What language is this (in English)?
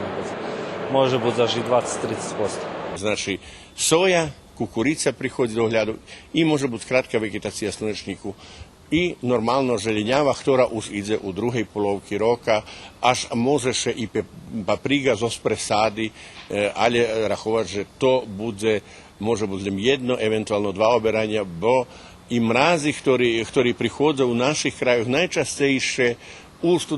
Rusyn